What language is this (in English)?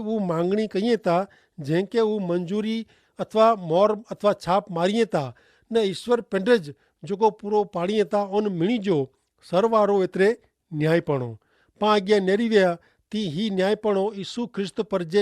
Kachhi